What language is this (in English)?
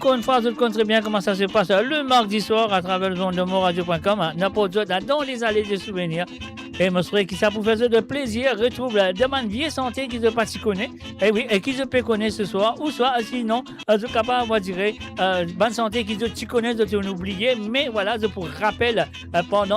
Morisyen